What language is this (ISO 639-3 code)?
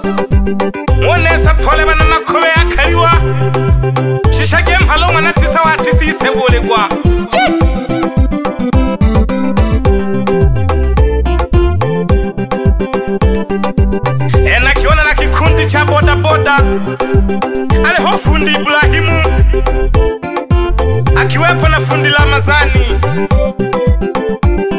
swa